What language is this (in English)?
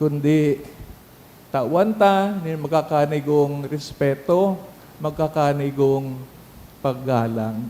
Bikol